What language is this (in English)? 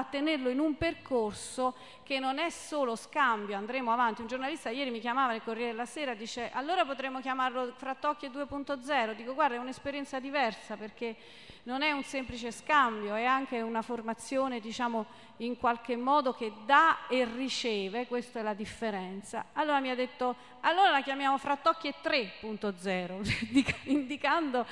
Italian